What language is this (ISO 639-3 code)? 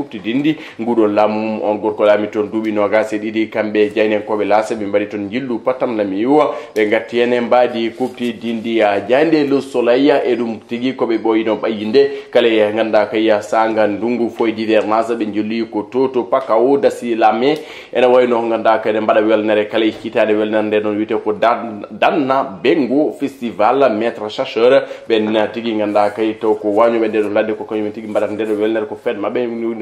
ful